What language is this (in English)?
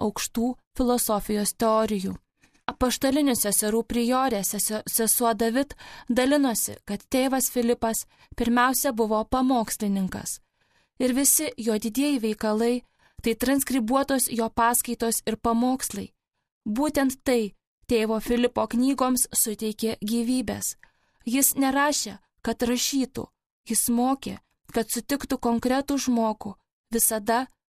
Lithuanian